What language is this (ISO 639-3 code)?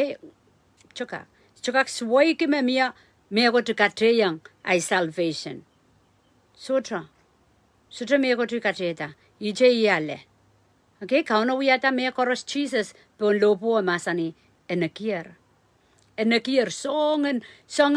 pon